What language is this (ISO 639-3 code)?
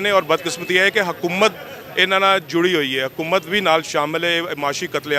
lah